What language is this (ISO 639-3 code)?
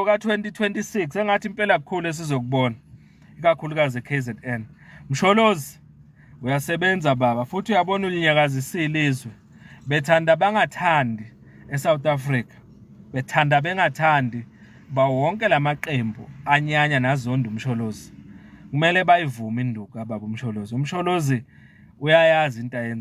zul